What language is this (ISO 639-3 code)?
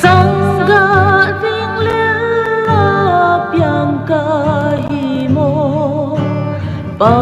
pck